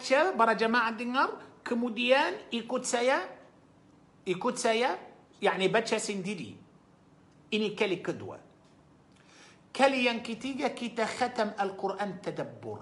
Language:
Malay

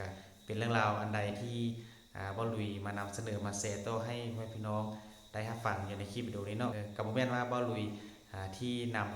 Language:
Lao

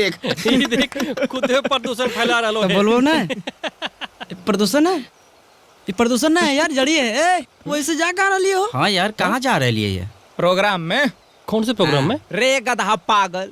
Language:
Magahi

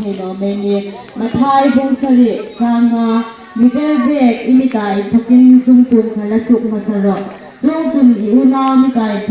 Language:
Hmar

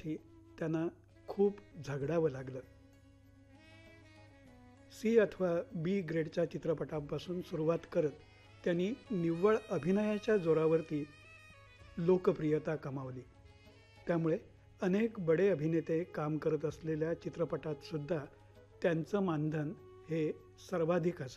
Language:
Marathi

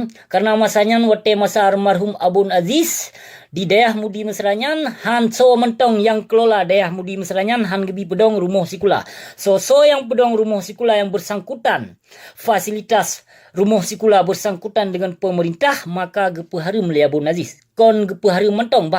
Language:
Achinese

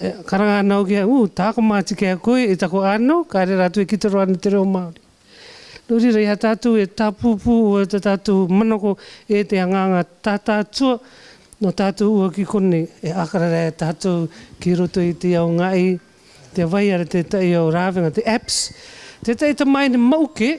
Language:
Rarotongan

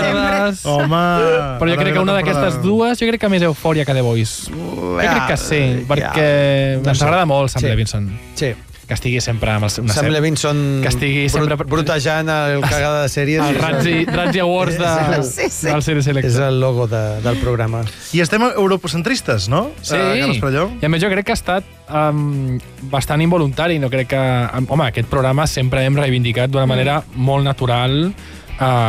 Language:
Catalan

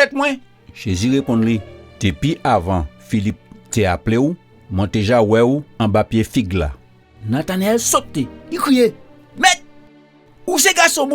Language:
Guadeloupean Creole French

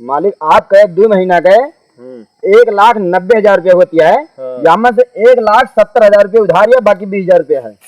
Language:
Awadhi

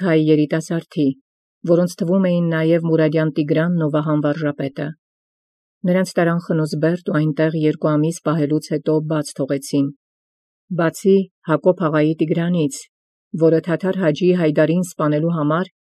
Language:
Armenian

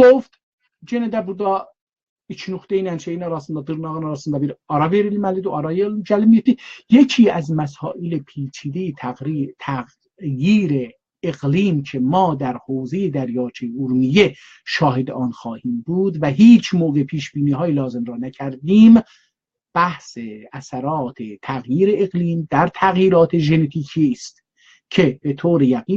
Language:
South Azerbaijani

